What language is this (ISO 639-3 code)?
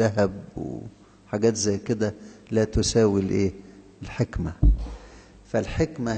arz